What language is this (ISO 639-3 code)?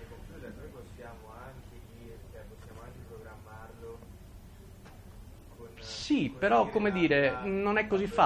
ita